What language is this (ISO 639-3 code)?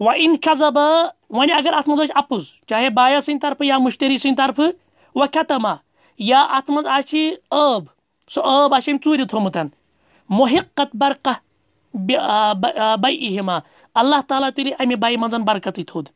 kas